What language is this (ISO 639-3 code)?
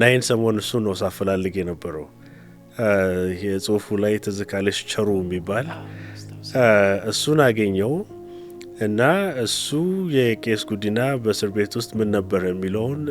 amh